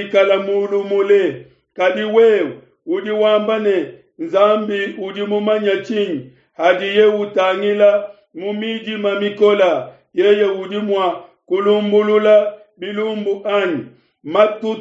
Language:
Luba-Lulua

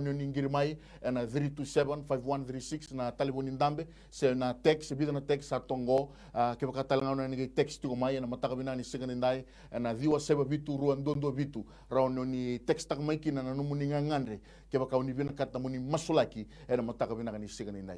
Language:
Fijian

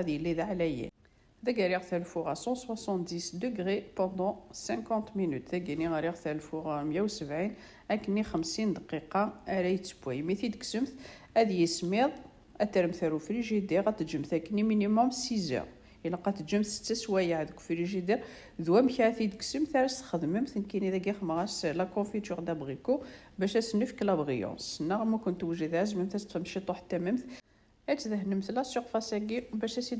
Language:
Kabyle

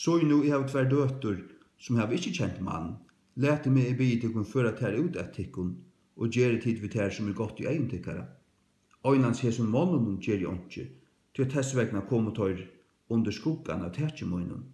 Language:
Faroese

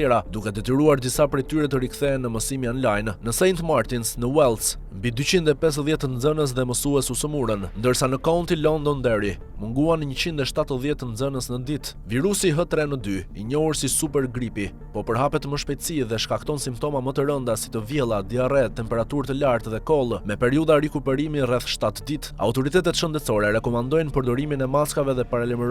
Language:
Albanian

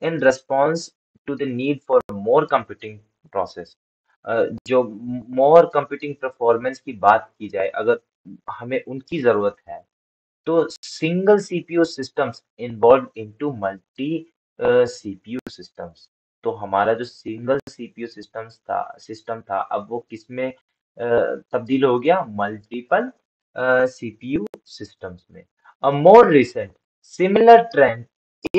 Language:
Hindi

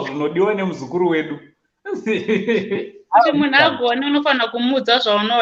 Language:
Shona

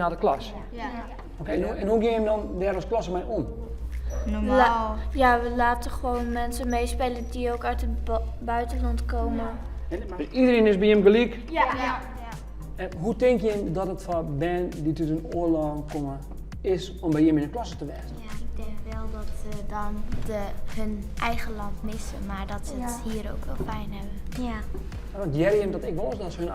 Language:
Western Frisian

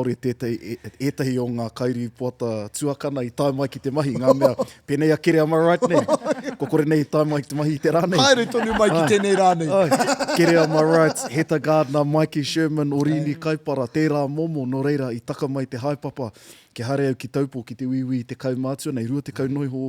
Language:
Māori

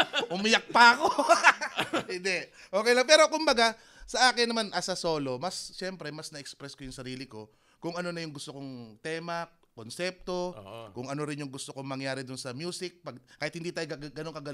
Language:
Filipino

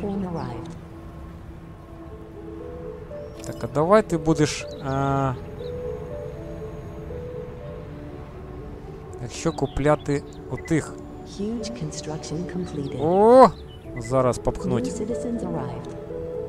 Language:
Ukrainian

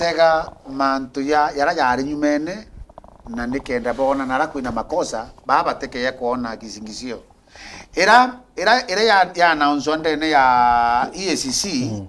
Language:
Meru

